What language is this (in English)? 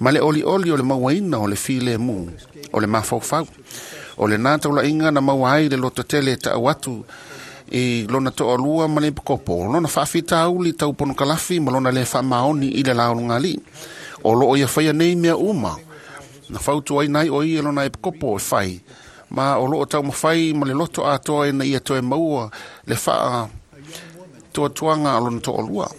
Samoan